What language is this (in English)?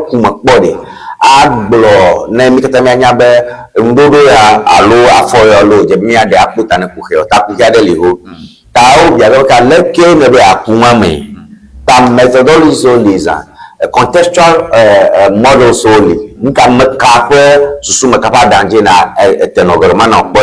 Ewe